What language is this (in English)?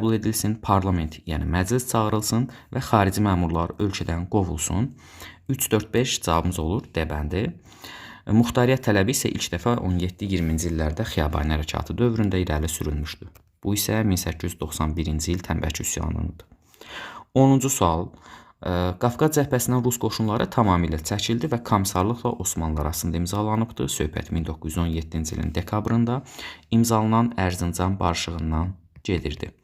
Azerbaijani